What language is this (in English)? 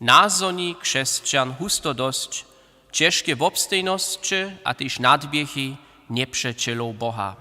Upper Sorbian